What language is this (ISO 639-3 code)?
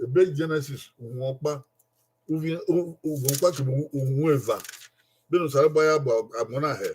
bin